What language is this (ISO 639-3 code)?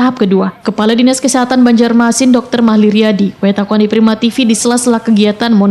bjn